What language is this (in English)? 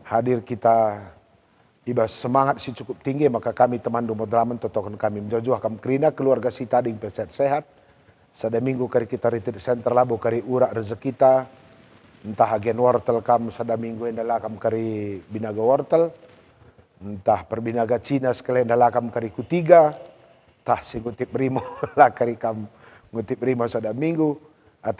Batak Karo